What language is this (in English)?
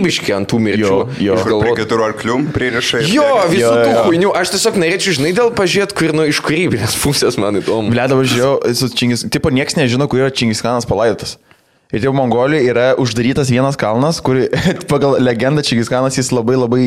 Lithuanian